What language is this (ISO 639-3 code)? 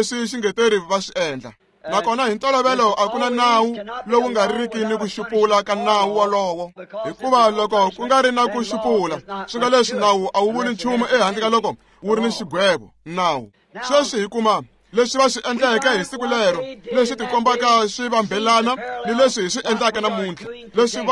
tso